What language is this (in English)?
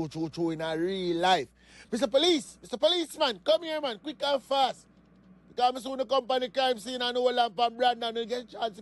Jamaican Creole English